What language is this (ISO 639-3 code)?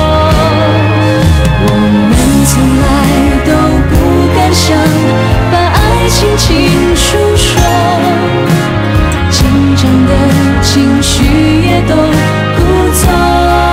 zho